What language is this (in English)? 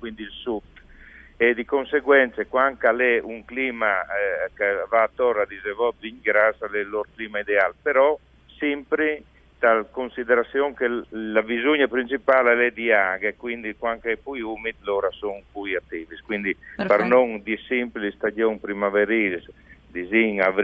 Friulian